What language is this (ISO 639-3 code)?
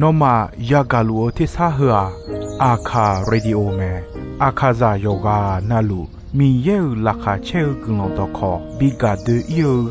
ahk